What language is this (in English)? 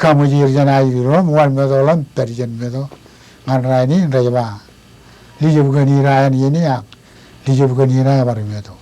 Marshallese